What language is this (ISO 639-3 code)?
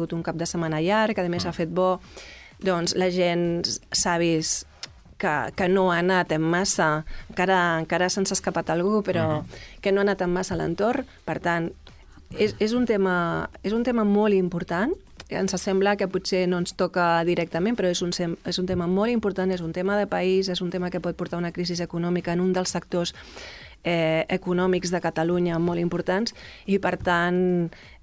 cat